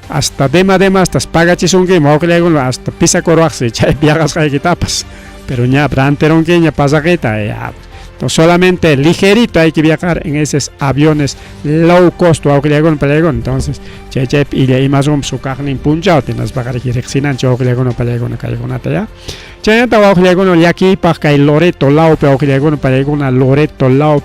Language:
Ayacucho Quechua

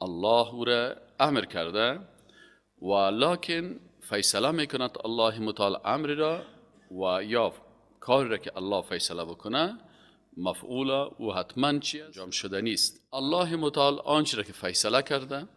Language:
Persian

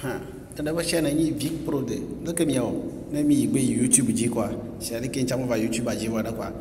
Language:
Ewe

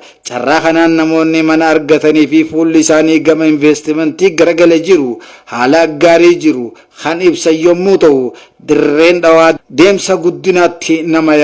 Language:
Oromo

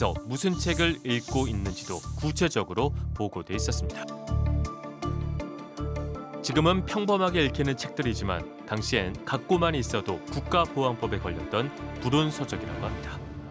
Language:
Korean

